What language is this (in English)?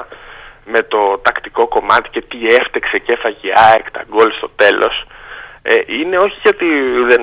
Greek